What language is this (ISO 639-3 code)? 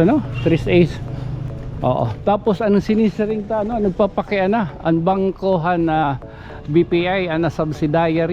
war